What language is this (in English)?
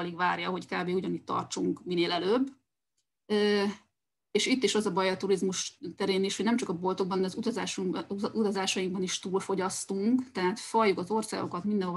Hungarian